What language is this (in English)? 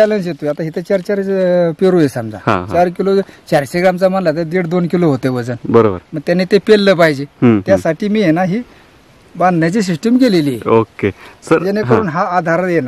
Marathi